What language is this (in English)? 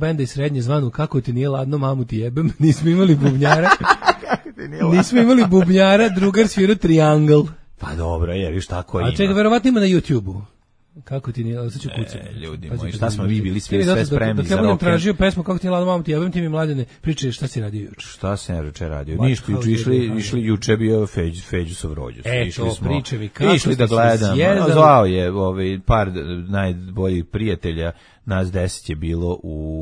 Serbian